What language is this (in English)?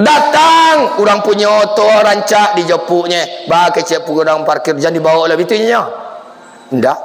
Minangkabau